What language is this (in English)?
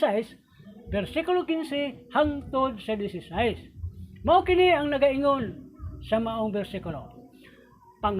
Cebuano